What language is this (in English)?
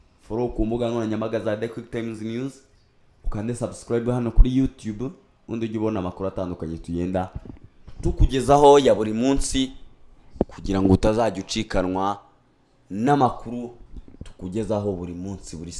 Kinyarwanda